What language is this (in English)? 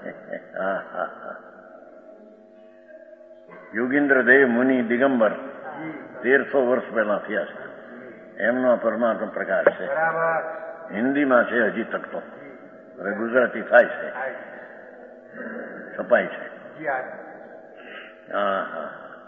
Gujarati